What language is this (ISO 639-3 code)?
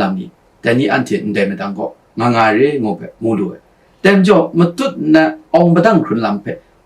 kac